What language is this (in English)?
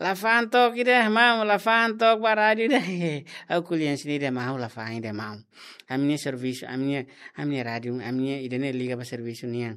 Tetum